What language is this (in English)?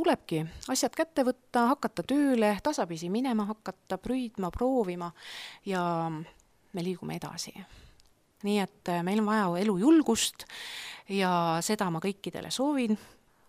Estonian